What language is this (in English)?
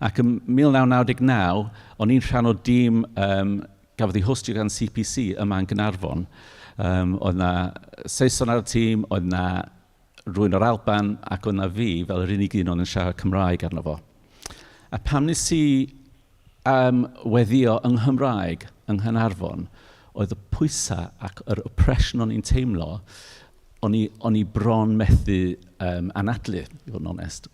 Welsh